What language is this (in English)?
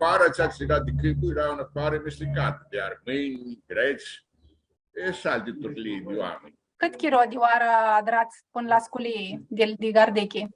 Aromanian